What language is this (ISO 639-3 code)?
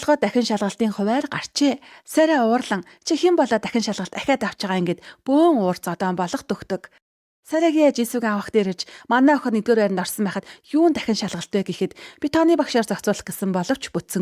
mon